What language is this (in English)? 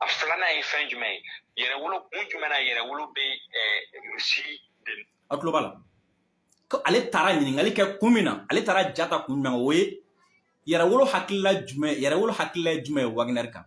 Bambara